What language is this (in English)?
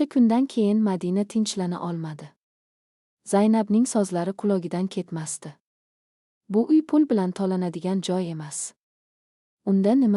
Uzbek